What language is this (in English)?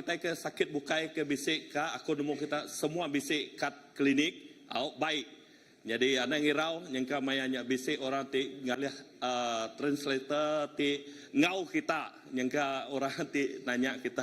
Iban